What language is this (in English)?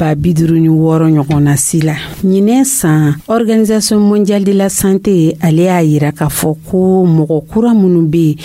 Dyula